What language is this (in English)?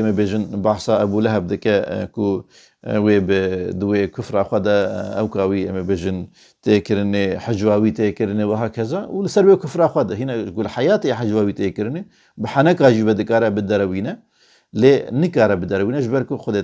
Kurdish